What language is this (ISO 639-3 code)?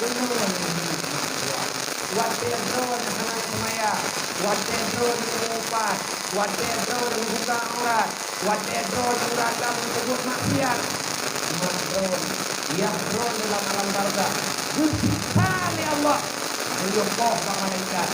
ace